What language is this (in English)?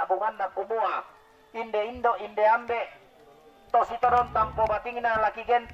Toraja-Sa'dan